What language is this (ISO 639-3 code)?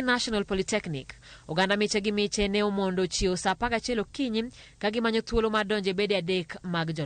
luo